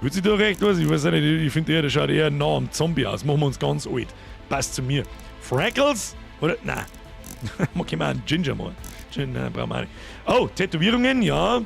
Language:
Bavarian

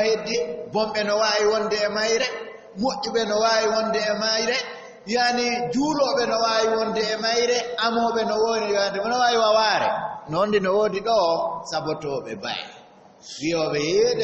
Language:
Fula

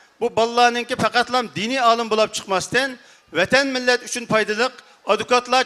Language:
Uyghur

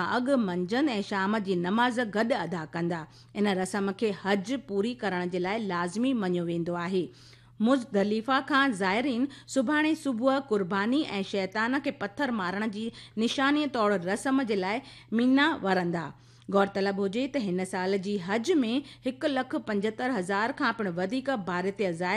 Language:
Sindhi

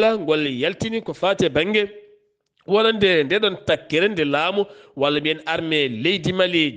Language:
Fula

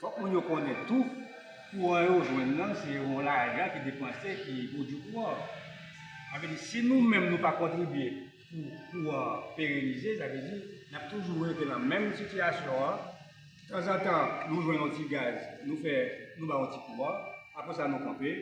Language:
Haitian Creole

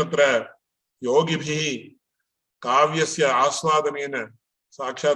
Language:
Sanskrit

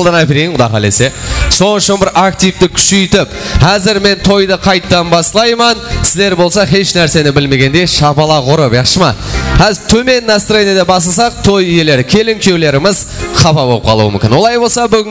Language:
Kara-Kalpak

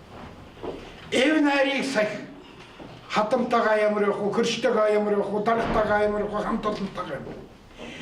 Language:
Mongolian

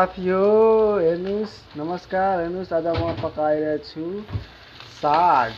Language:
Nepali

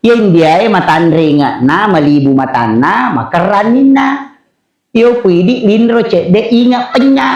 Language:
Buginese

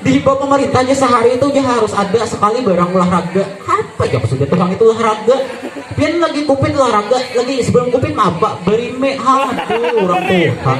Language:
Banjar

